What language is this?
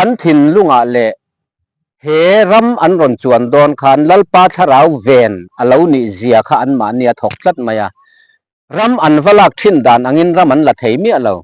Mizo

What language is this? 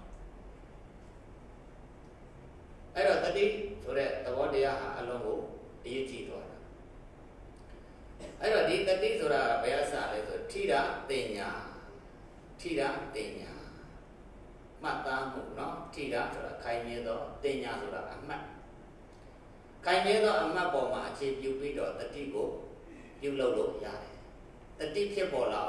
Burmese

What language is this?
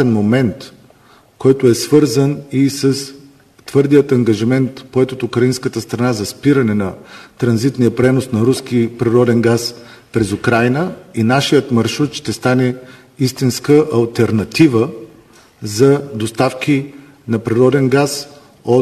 Bulgarian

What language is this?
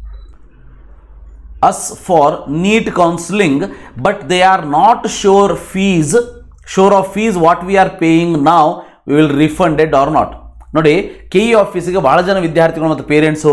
Kannada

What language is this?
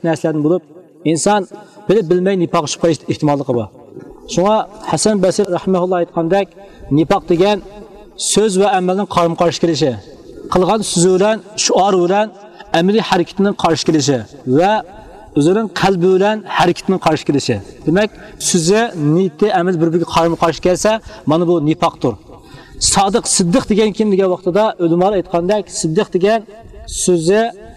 Uyghur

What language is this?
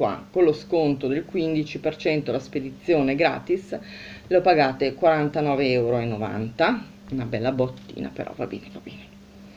Italian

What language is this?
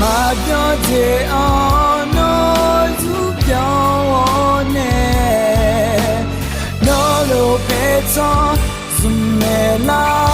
Akha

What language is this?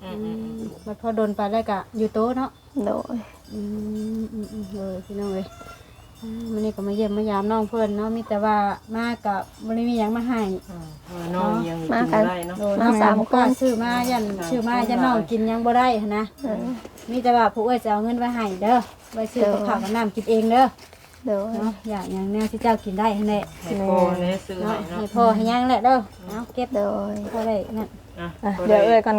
Lao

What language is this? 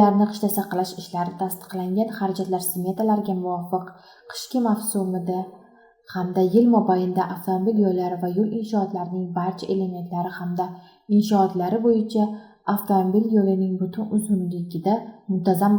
Uzbek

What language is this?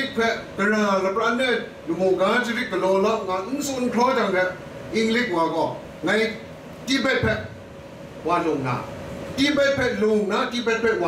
Kachin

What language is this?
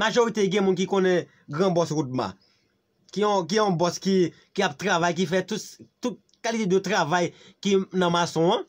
Haitian Creole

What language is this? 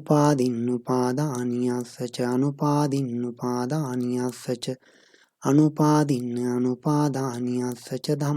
Pali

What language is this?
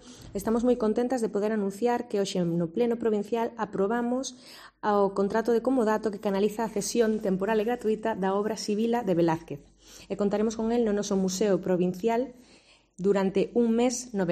Galician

